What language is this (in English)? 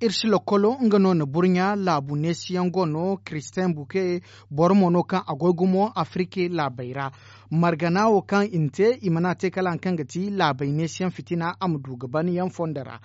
Zarma